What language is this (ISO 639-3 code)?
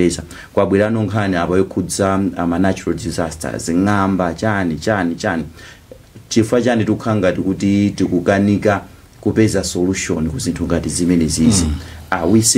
nya